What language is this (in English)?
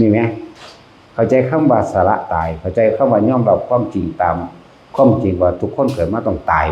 Northeastern Thai